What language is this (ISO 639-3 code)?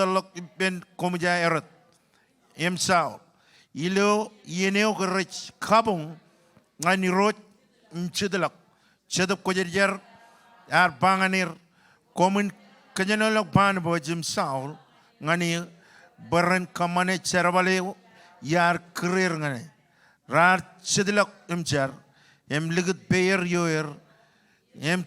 mah